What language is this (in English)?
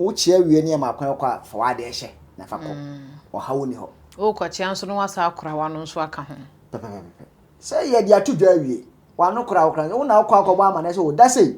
Akan